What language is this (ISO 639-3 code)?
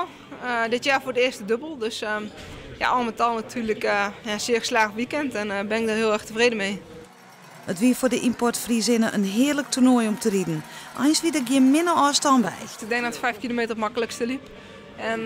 fry